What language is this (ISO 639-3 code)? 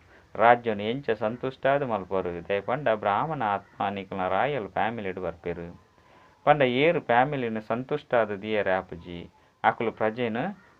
tcy